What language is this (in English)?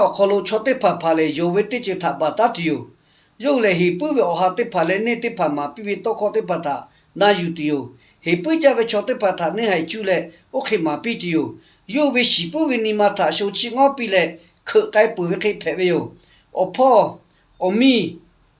Lahu